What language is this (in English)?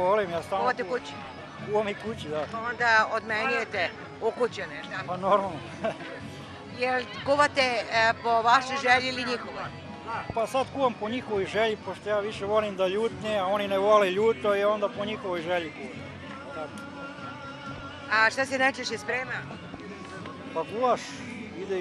Serbian